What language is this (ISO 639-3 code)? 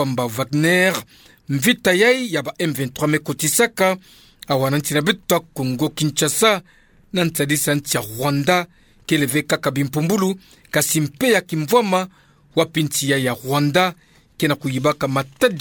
ktu